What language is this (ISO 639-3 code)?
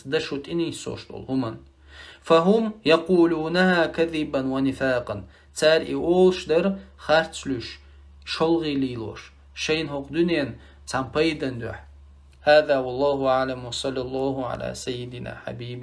che